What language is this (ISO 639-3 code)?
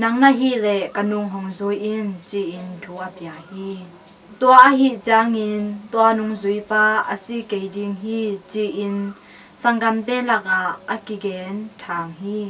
ctd